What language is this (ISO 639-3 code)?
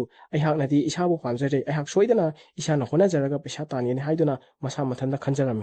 mni